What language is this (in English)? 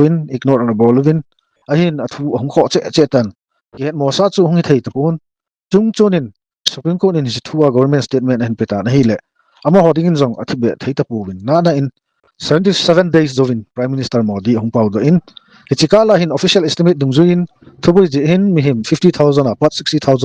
Thado Chin